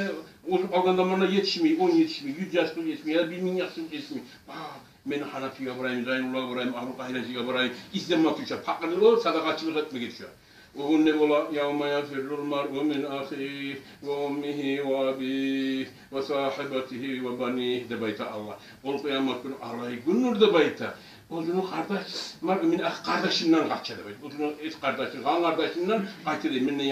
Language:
Kumyk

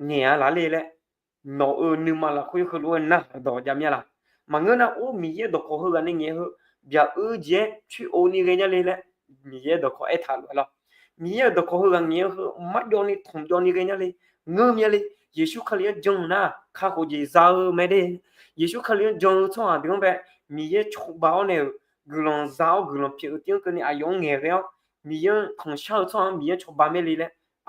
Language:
Akha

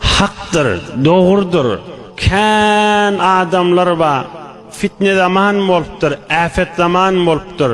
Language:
Turkmen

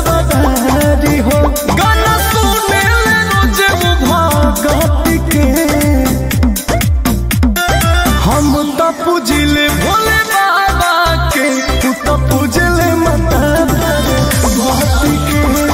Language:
Bhojpuri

